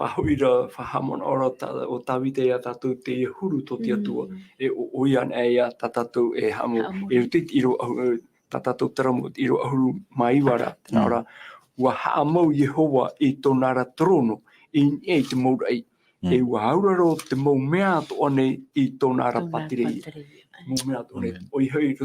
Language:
Tahitian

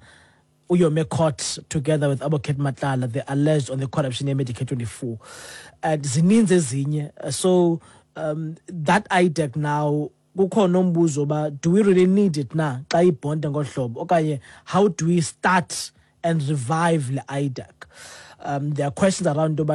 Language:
Xhosa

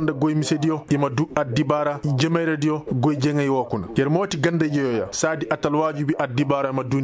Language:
Koyraboro Senni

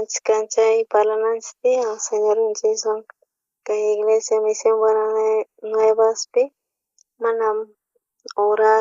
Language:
South Bolivian Quechua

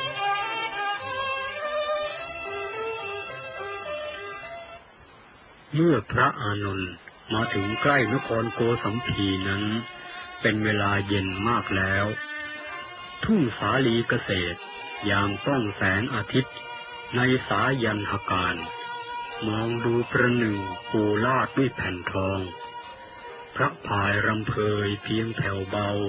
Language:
Thai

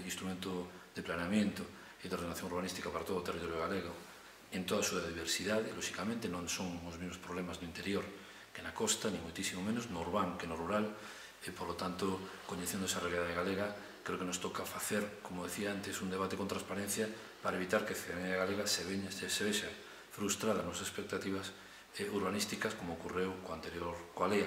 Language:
Galician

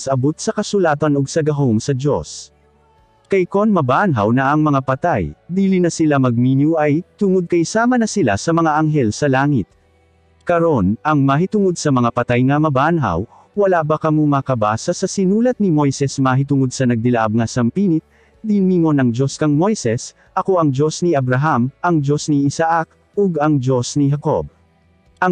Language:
Cebuano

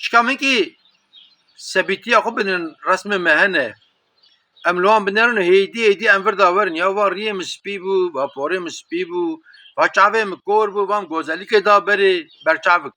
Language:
Kurdish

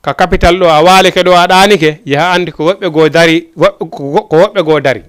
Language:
Fula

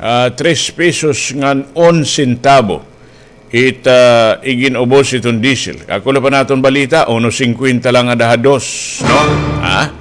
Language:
Waray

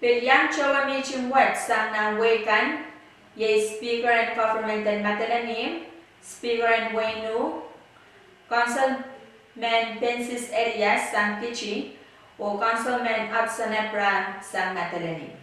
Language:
Pohnpeian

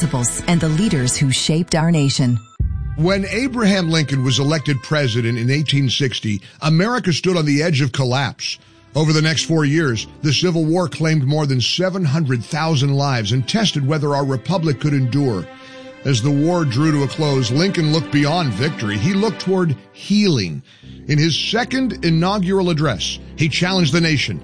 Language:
English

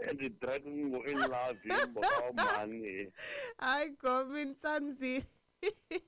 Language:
Tsonga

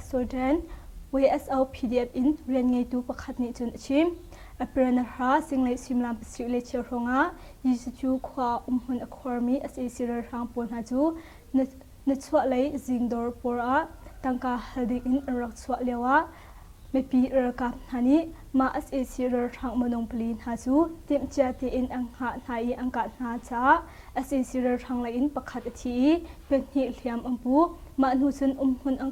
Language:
Hakha Chin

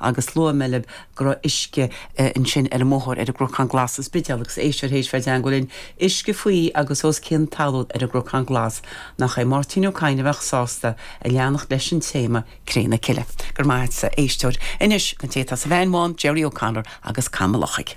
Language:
Irish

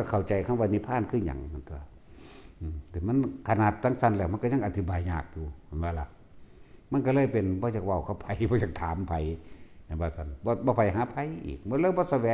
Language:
Northeastern Thai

